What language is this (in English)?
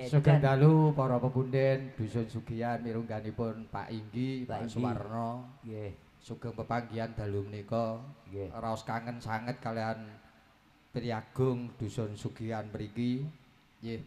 Javanese